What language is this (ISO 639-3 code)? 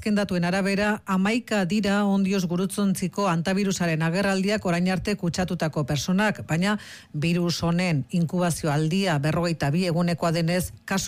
eus